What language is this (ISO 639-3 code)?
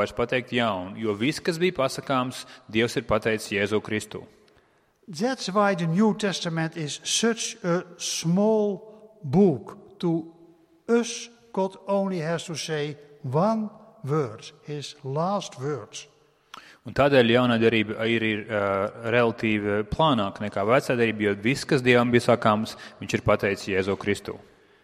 lav